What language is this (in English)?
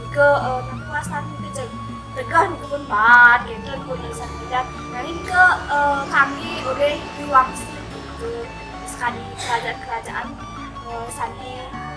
Balinese